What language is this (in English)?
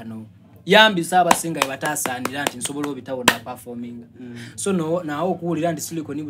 Soga